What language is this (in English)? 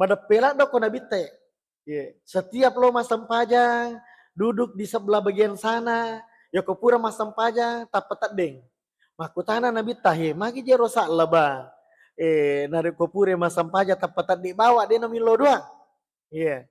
Buginese